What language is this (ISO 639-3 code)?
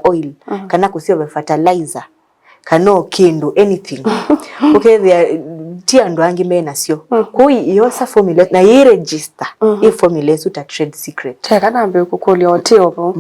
kam